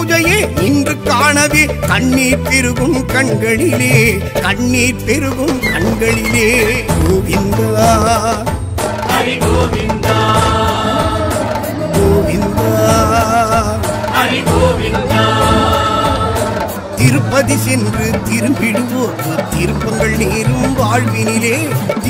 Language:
Tamil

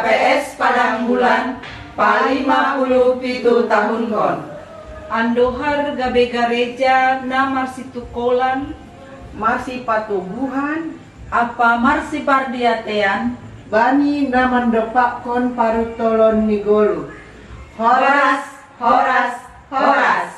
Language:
Batak Simalungun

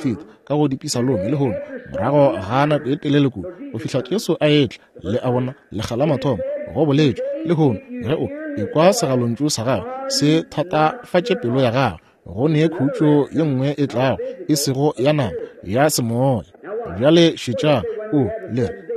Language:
Northern Sotho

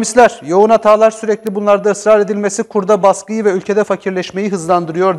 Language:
Turkish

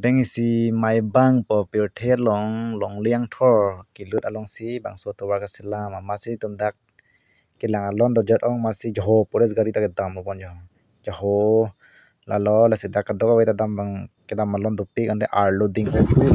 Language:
Karbi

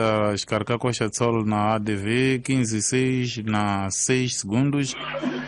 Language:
Tsonga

